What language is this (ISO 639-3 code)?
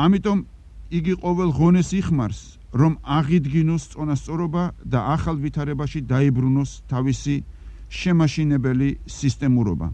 kat